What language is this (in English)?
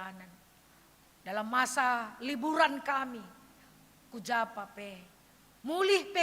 Batak Karo